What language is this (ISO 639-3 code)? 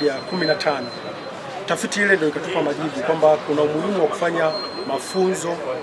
swa